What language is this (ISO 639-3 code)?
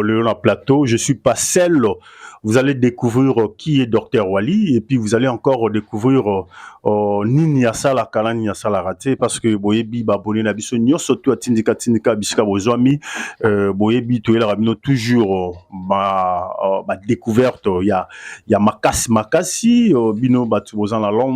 lin